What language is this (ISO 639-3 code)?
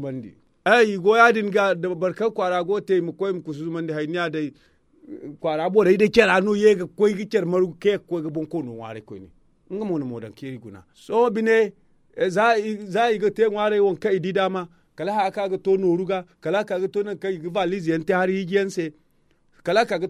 dje